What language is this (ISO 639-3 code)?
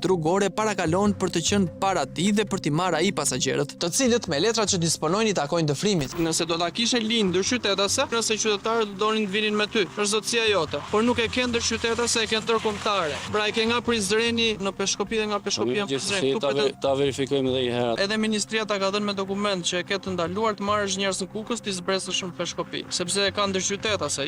sqi